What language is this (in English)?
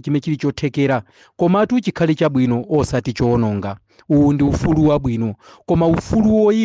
Nyanja